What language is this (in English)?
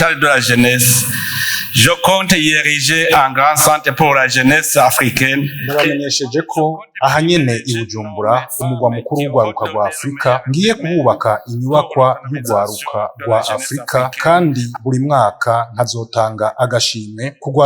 Rundi